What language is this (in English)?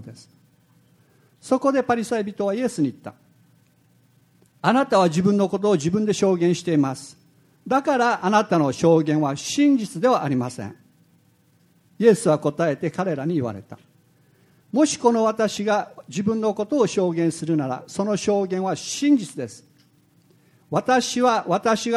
Japanese